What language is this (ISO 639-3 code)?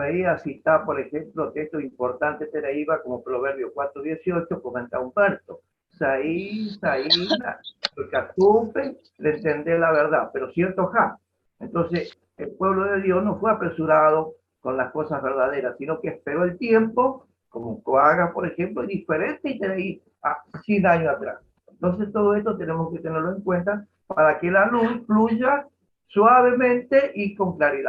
grn